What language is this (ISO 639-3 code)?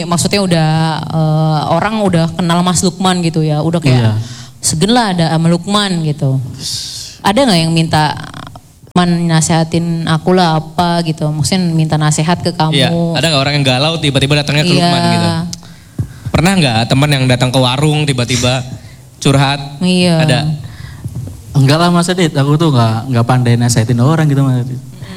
ind